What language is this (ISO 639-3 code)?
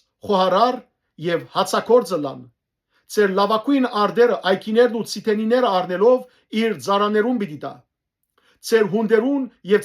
hyw